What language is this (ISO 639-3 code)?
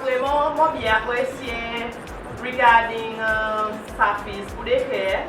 crs